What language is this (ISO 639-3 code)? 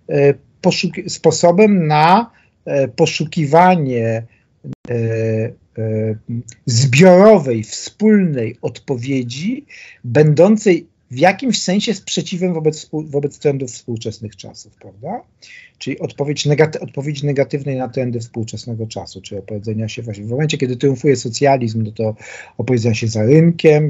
pol